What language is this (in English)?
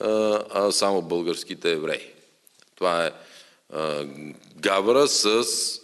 Macedonian